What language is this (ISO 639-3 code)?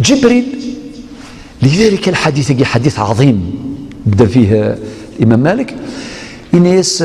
arq